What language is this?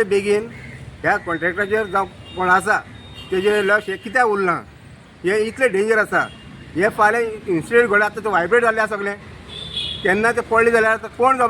Konkani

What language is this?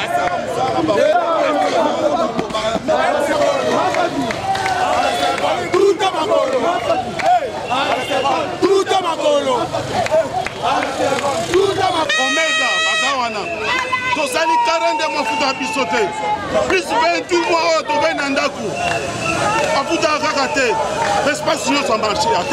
French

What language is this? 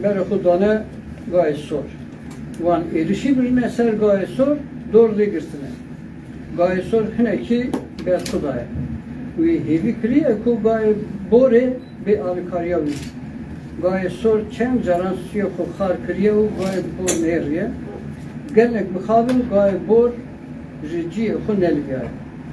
Kurdish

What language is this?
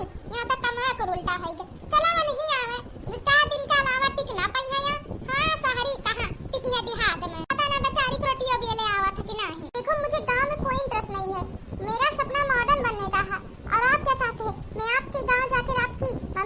Awadhi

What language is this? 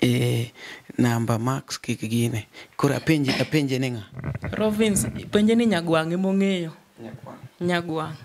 Luo (Kenya and Tanzania)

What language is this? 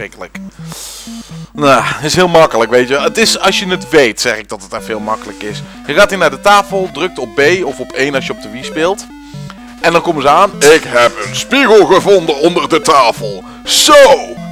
Dutch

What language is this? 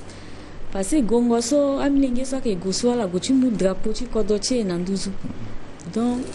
Sango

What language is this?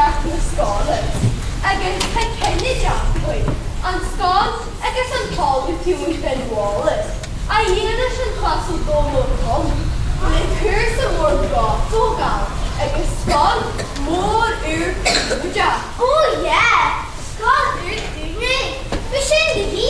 Irish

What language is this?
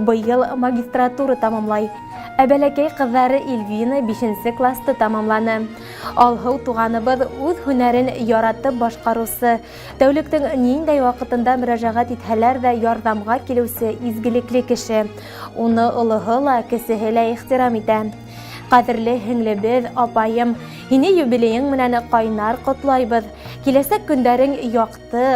Bashkir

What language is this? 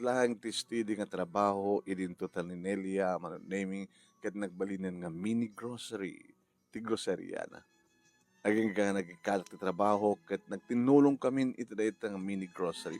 Iloko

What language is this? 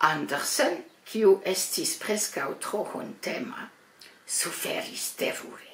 Esperanto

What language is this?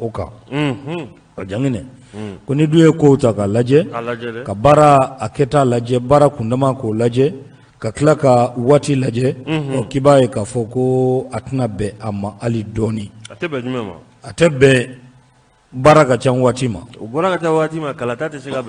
Bambara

